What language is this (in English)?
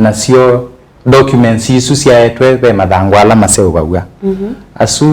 Kamba